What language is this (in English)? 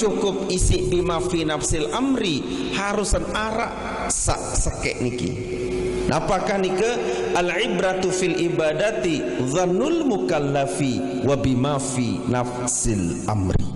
Sasak